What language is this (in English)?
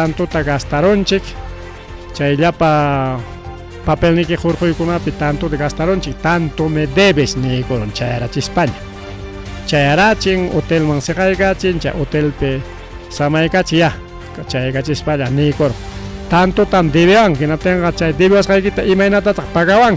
Ayacucho Quechua